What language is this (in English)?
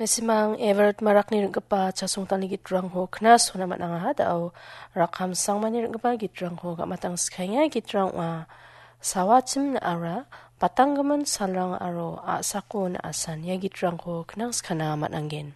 Garo